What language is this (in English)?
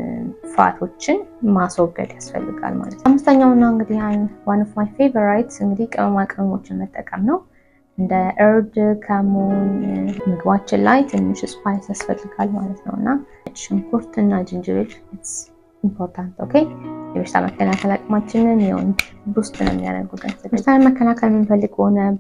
Amharic